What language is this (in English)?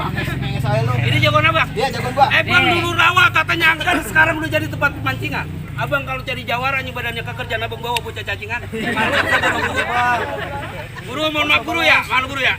Betawi